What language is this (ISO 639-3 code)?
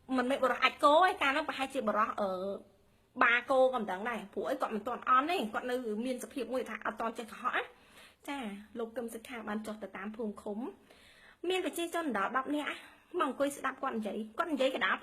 khm